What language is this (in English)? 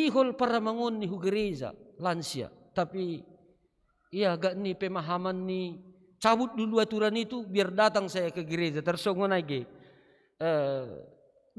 Batak Simalungun